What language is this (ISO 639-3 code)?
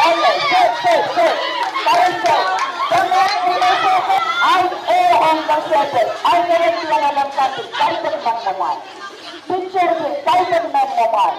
pon